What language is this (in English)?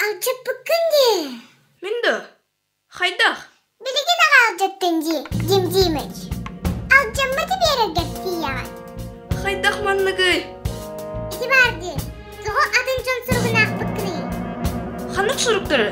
Yakut